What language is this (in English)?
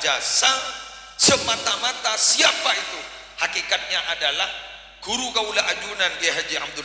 Madurese